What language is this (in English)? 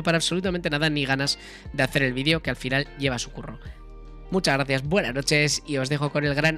Spanish